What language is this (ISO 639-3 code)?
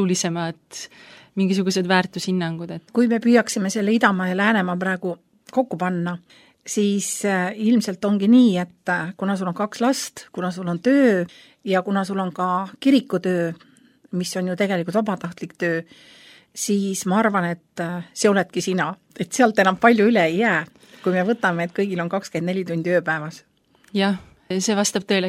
est